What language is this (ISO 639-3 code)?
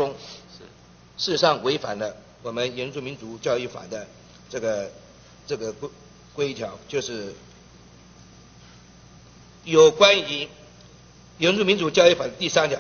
zho